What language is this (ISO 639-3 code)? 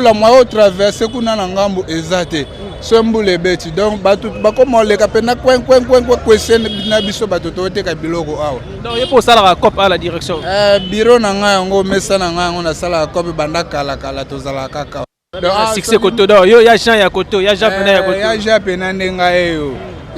lin